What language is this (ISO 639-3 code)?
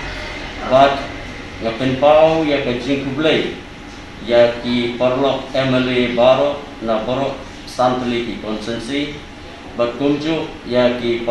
kha